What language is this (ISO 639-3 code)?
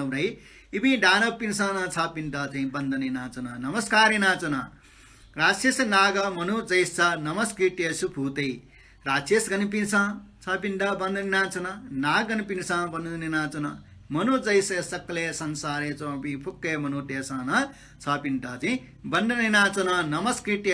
new